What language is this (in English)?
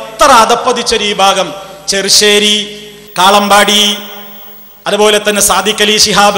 Malayalam